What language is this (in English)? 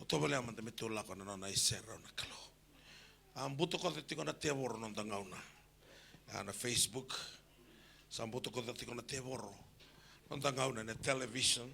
Fijian